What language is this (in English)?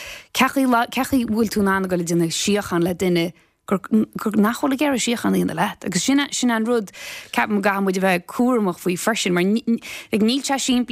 Irish